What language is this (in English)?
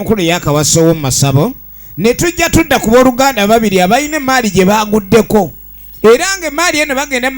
Ganda